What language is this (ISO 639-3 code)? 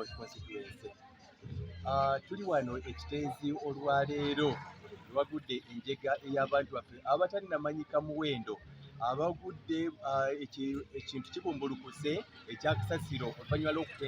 lug